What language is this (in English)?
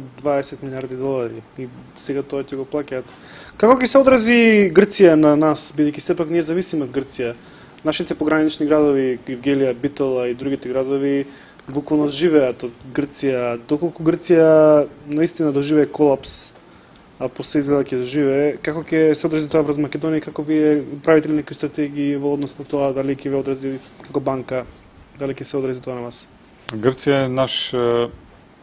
Macedonian